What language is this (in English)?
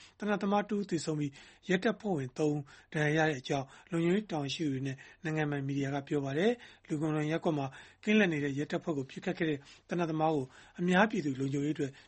Burmese